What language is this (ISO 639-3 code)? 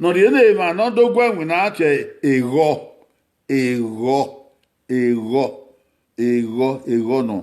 bin